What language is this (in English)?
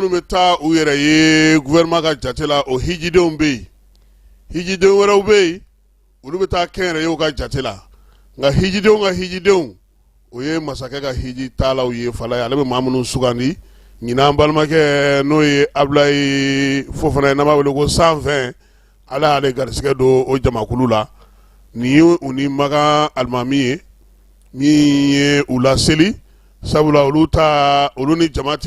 Bambara